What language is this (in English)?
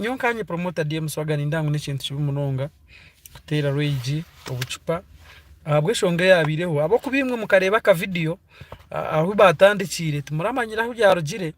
Nyankole